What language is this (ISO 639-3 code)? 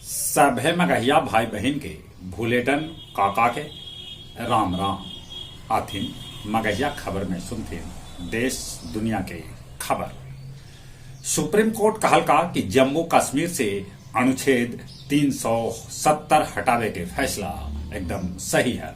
mag